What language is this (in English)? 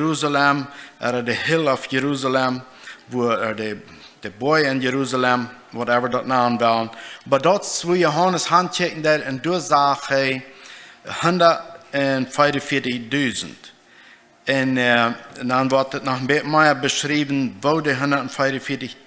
Plautdietsch